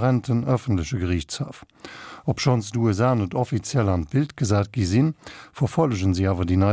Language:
Luxembourgish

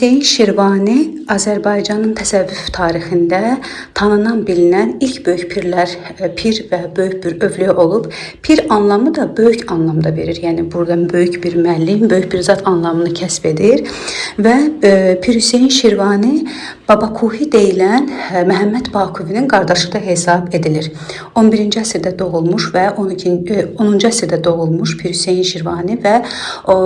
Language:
Azerbaijani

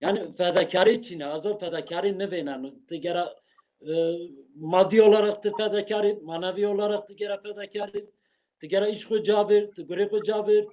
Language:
Zaza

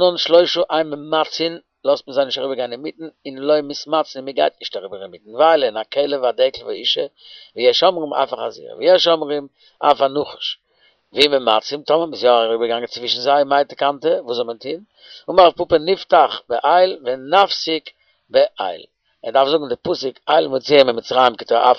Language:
Yiddish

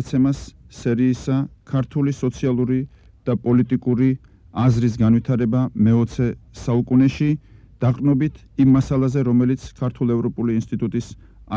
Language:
Georgian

